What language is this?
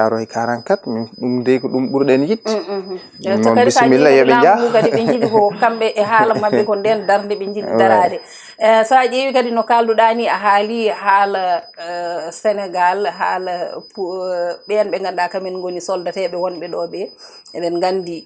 Fula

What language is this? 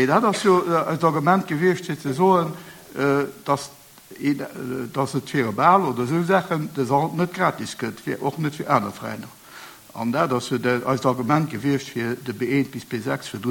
Luxembourgish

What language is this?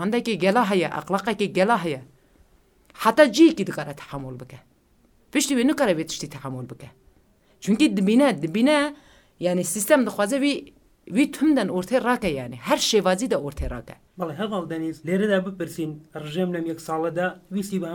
Kurdish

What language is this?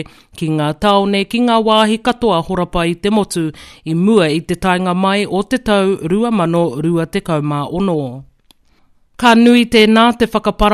Māori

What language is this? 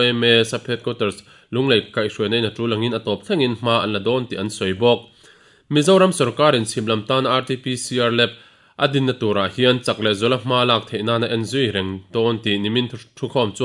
Mizo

